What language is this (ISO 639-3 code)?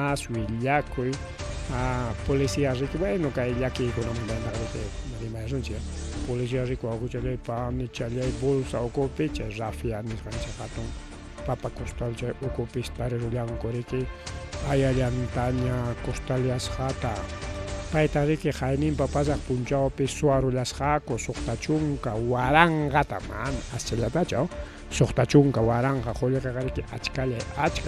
quy